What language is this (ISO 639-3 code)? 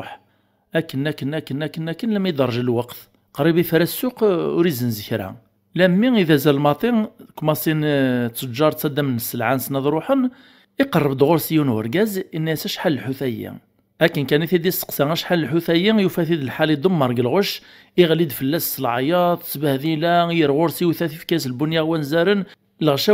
kab